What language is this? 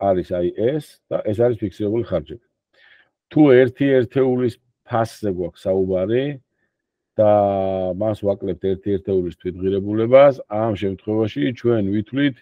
Georgian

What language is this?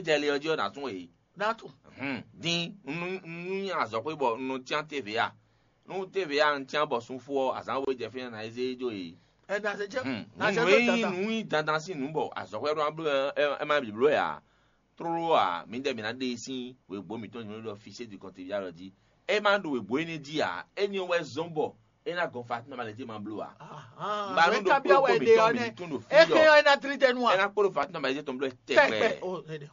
Fon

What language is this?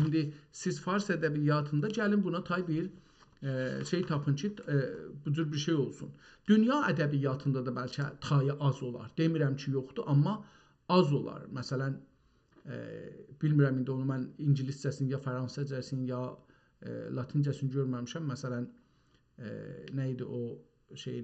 South Azerbaijani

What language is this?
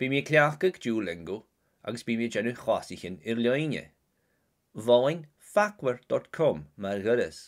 Scottish Gaelic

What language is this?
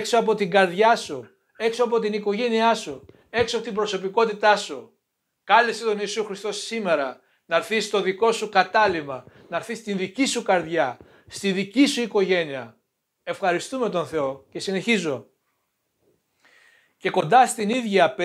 Greek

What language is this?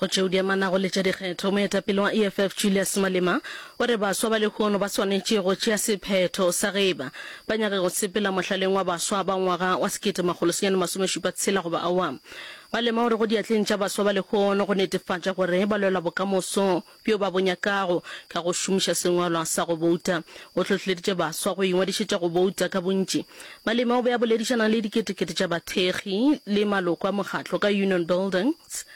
Northern Sotho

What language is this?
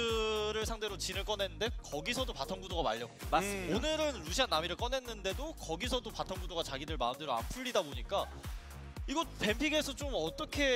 Korean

